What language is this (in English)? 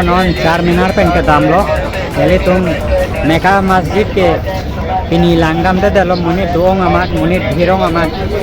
Karbi